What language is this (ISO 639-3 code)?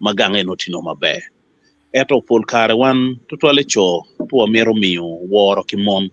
ach